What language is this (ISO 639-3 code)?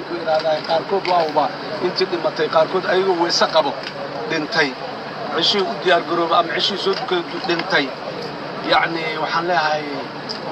som